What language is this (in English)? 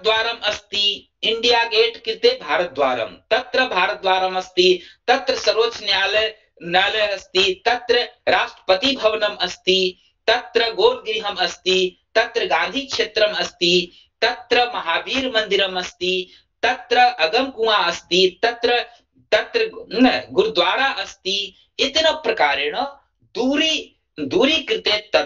Sanskrit